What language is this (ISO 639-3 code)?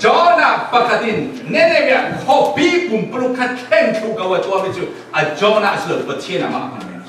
cfm